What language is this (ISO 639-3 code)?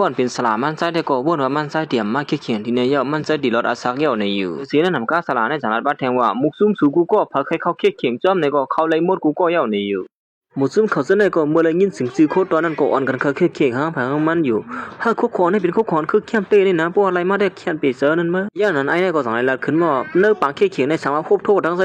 shn